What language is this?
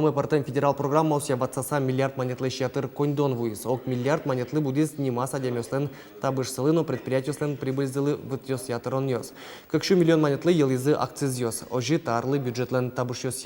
Udmurt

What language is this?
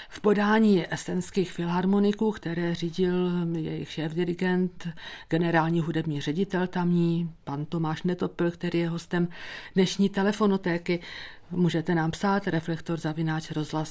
Czech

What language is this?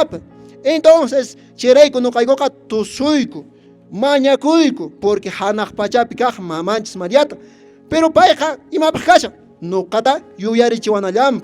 Quechua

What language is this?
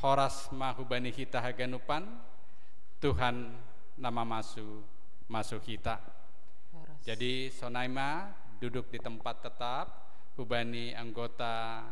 Batak Simalungun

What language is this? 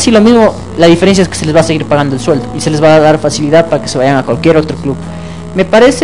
Spanish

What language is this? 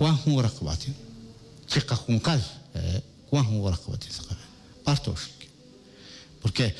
Kekchí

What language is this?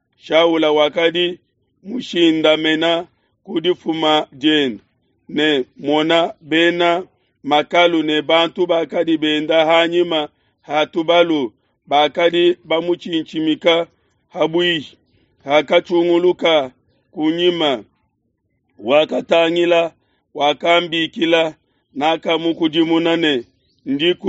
Luba-Lulua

